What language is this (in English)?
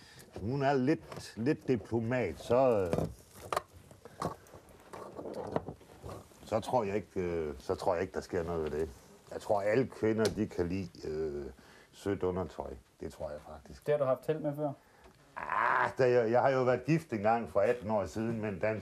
Danish